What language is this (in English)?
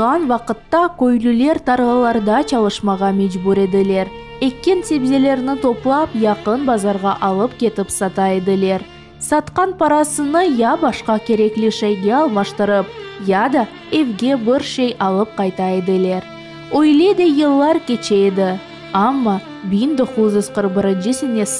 Crimean Tatar